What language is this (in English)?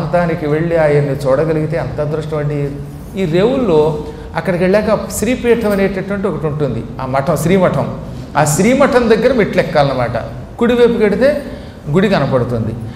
Telugu